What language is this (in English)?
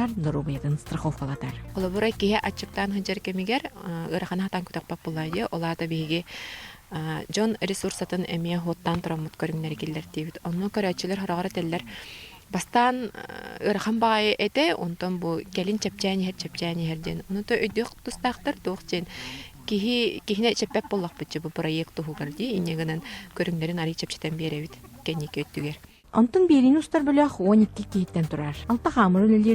Yakut